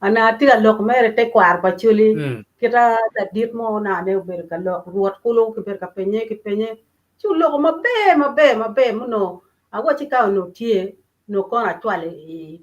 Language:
Acoli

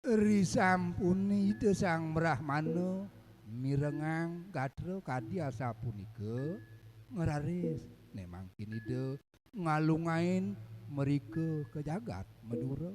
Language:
Balinese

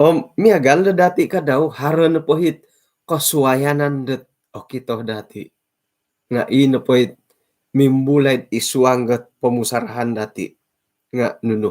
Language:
Central Dusun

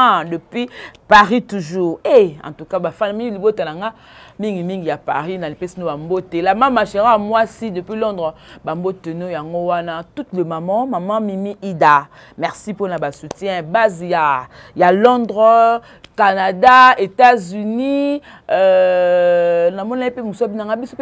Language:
Lingala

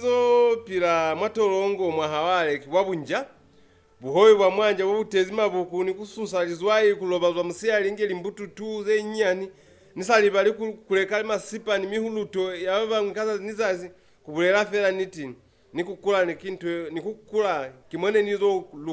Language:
Lozi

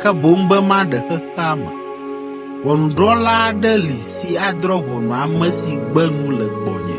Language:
Ewe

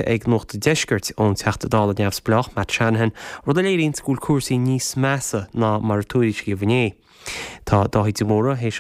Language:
Irish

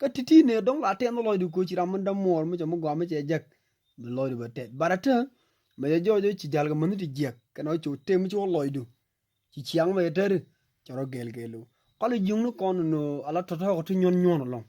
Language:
Nuer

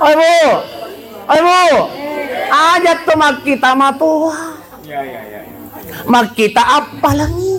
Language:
Buginese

